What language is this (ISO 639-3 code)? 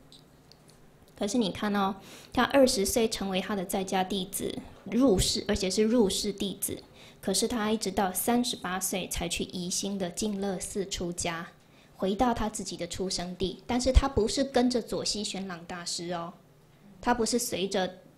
zho